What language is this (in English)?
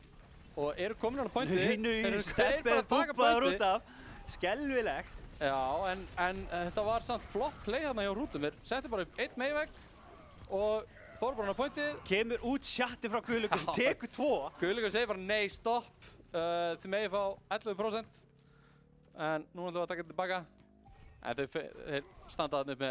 Icelandic